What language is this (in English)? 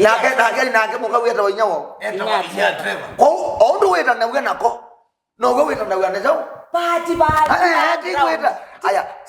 Kamba